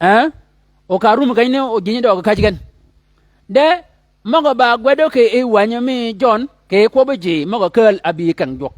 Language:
Shilluk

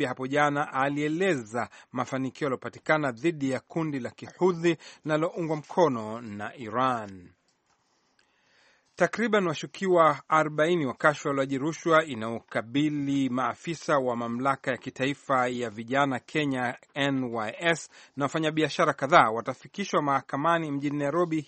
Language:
Swahili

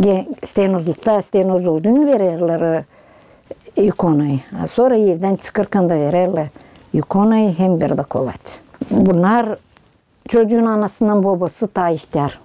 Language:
Gagauz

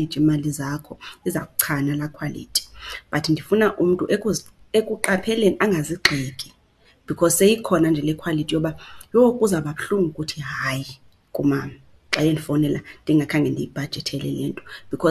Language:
Xhosa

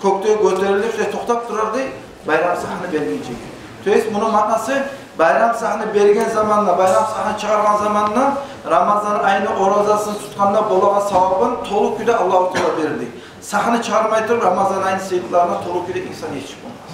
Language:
Kumyk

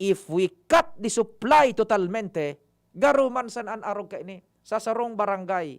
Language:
Bikol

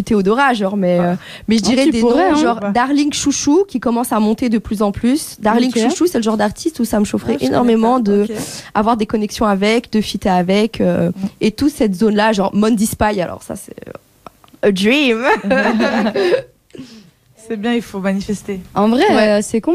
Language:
French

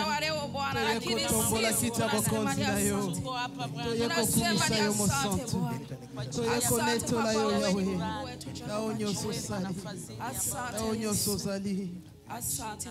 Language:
Swahili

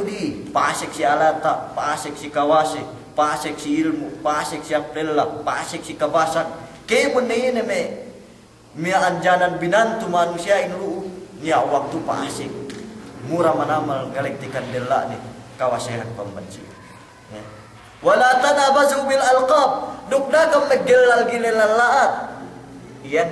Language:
Yakan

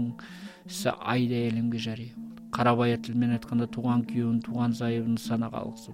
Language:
Kazakh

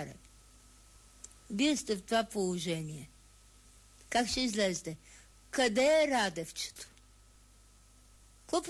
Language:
Bulgarian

